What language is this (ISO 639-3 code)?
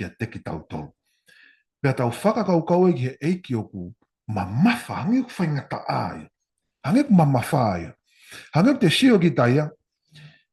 ton